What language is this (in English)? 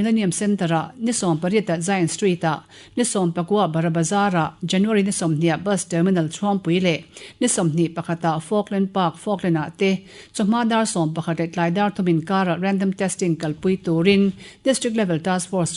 Mizo